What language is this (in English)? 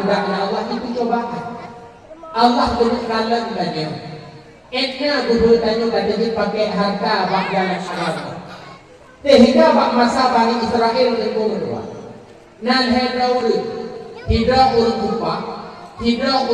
Achinese